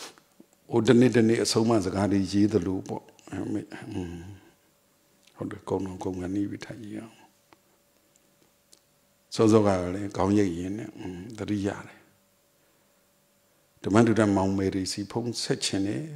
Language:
Burmese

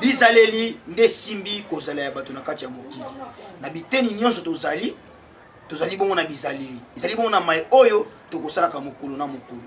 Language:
Lingala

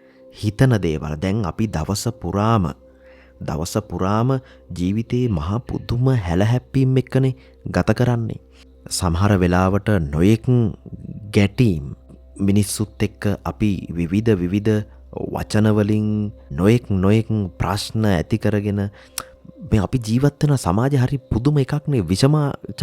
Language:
Sinhala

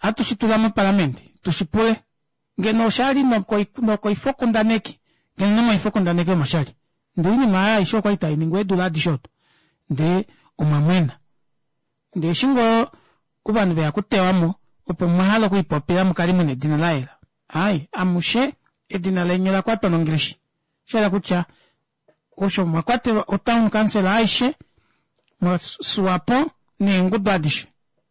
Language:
Kuanyama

